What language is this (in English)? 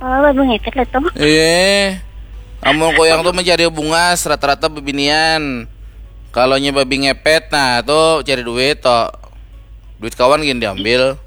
Banjar